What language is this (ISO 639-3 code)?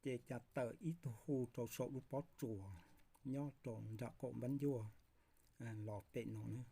hmn